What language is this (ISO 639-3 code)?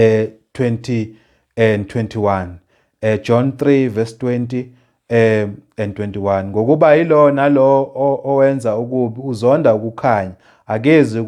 zul